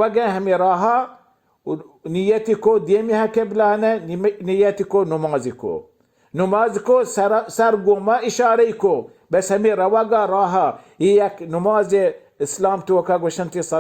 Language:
Baluchi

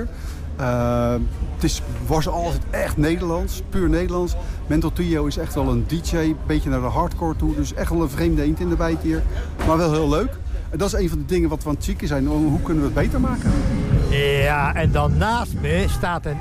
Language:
Dutch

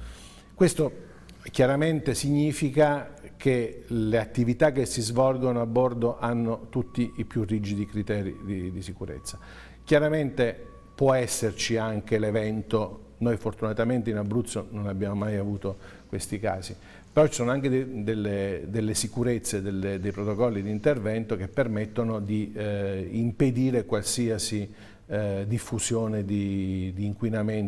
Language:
Italian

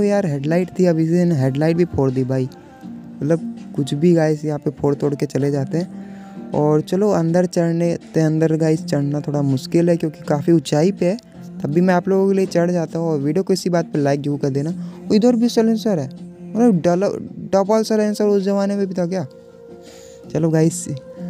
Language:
Hindi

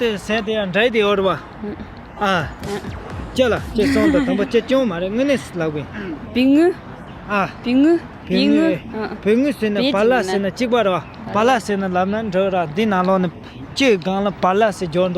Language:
Tibetan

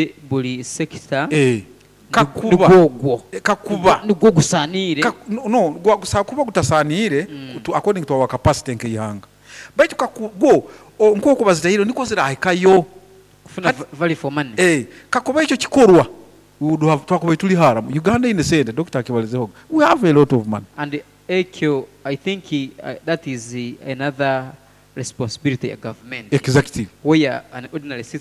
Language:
Nyoro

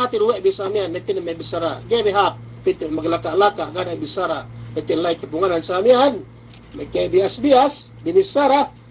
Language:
Yakan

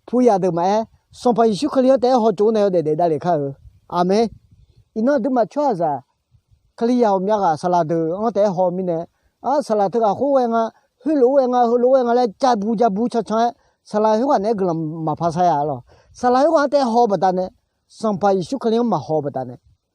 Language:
Akha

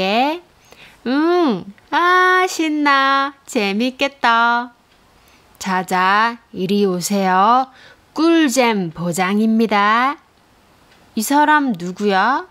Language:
Korean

